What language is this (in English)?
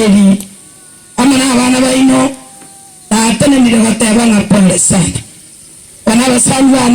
Gusii